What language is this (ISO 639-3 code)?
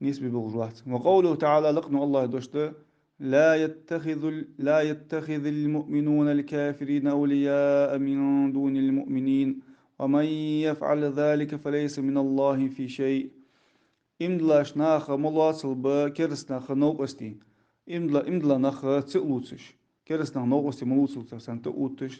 inh